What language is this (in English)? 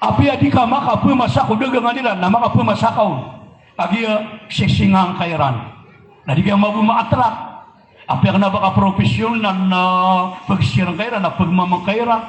Maranao